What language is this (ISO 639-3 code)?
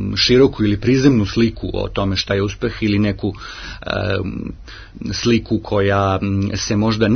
srp